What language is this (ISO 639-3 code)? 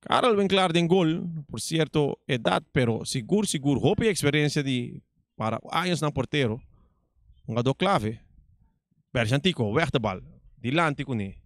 pap